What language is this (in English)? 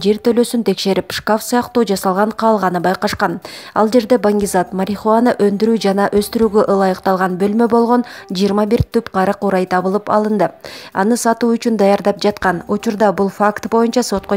Kyrgyz